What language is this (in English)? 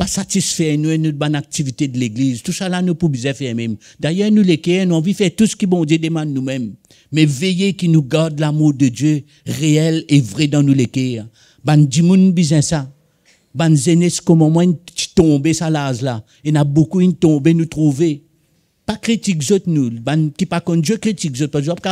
Morisyen